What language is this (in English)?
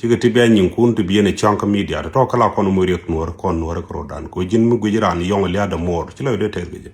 Nuer